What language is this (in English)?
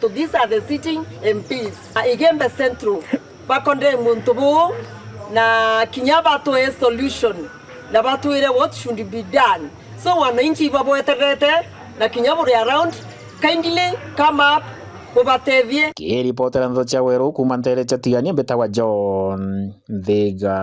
Meru